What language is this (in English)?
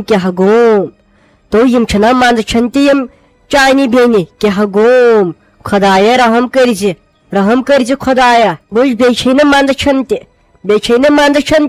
Kashmiri